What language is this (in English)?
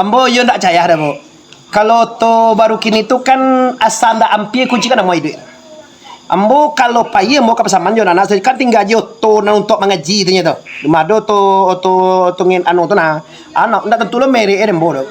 Minangkabau